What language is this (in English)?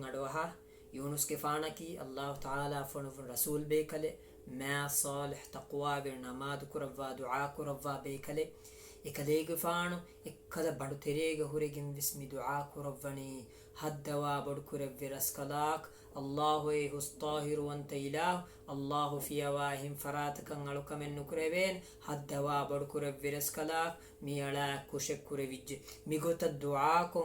Divehi